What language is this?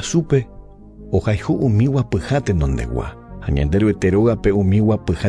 Guarani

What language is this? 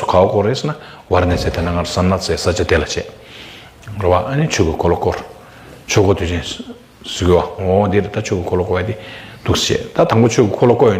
Tibetan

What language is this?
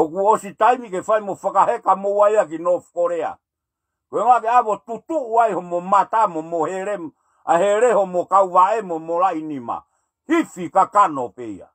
Tongan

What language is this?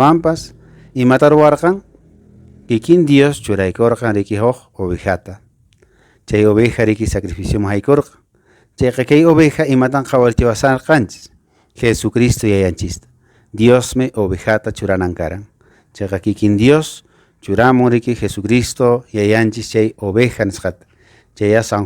Quechua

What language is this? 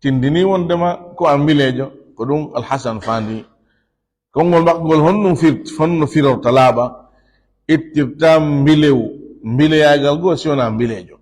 Fula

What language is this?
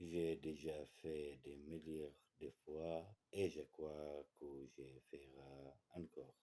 Kurdish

